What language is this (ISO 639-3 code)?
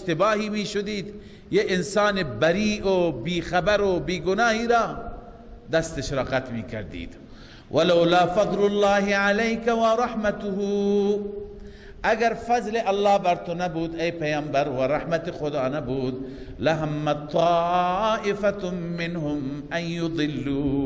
fas